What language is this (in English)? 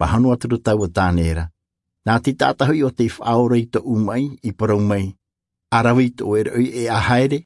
Tahitian